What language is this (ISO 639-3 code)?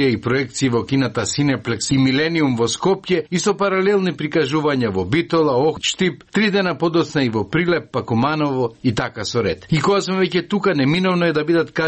mkd